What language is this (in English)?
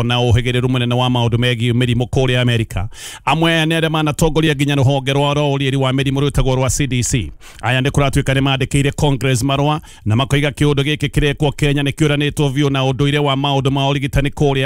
Kikuyu